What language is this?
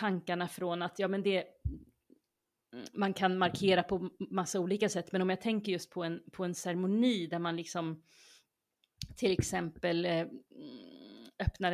Swedish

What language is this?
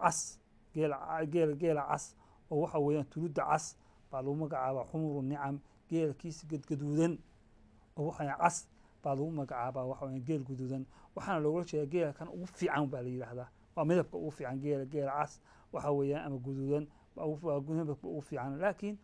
Somali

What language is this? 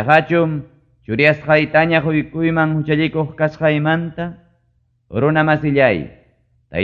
Ayacucho Quechua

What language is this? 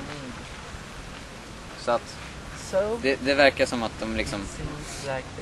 Swedish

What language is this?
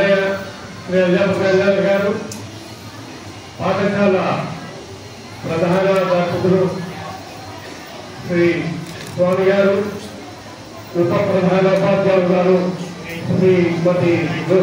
Telugu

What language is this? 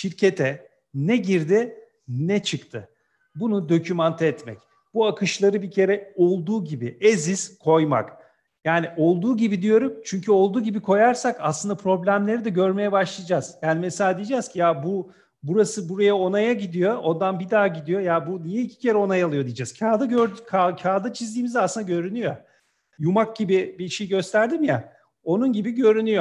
Turkish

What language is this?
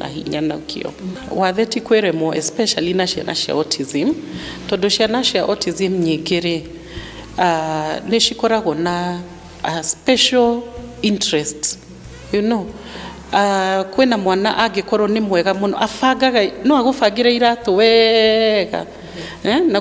Kikuyu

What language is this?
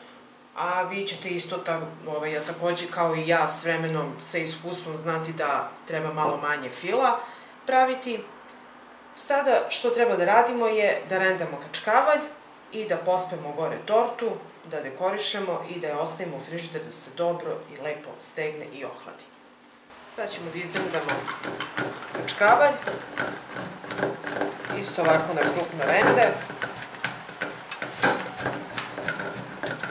Serbian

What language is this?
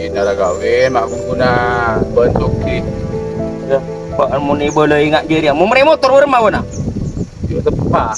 Madurese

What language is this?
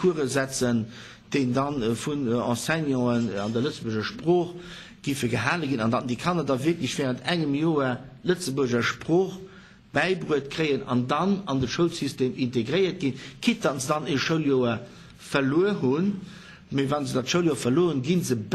Luxembourgish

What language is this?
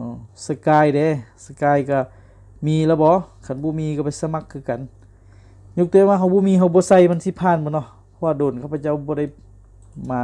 Lao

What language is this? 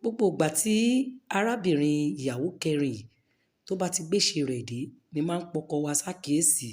Yoruba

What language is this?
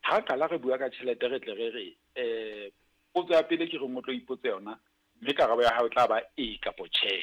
Southern Sotho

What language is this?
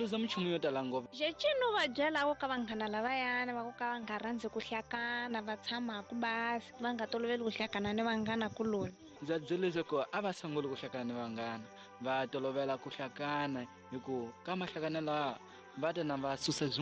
Tsonga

